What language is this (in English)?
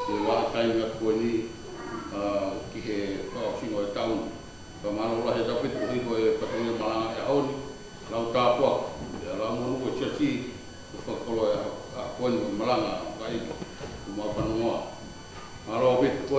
Tongan